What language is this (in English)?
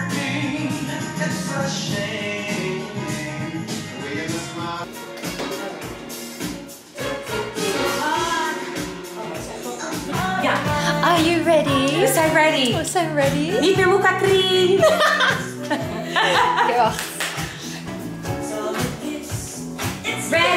Dutch